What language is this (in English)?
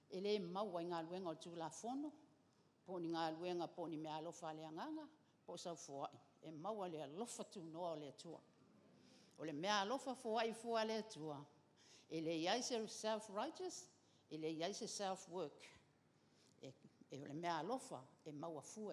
Samoan